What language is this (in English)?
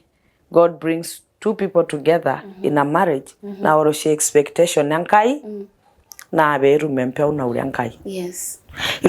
Masai